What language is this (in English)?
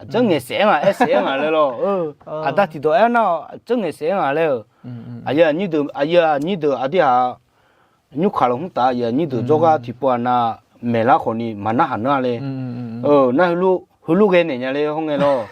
Akha